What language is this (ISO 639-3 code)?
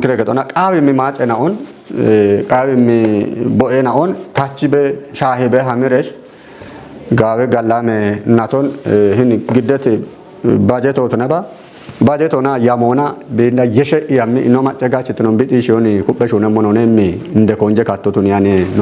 kbr